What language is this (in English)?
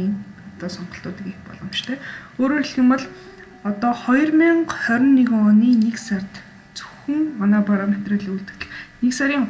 Mongolian